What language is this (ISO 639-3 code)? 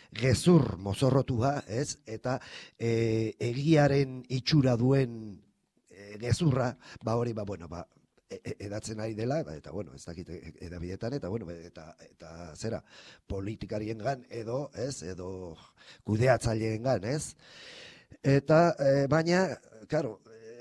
eus